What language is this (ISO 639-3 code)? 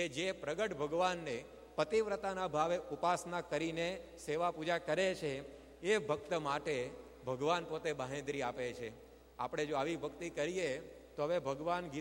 guj